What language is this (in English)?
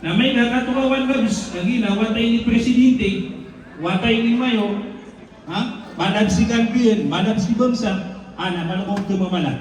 Maranao